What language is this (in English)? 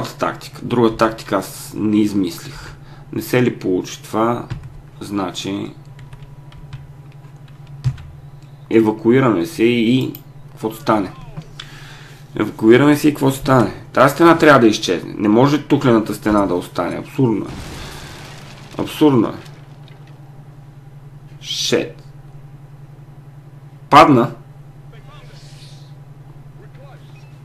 Bulgarian